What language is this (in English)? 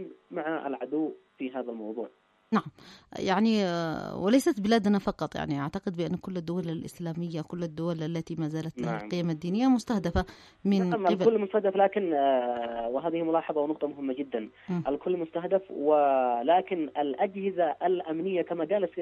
Arabic